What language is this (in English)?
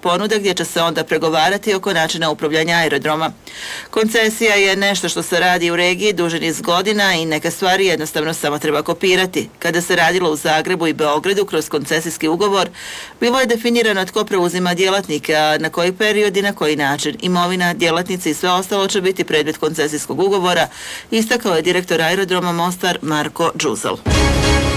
Croatian